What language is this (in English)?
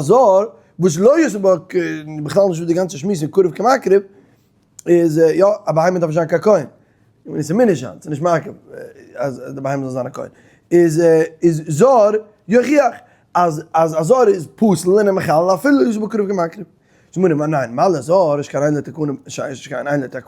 Yiddish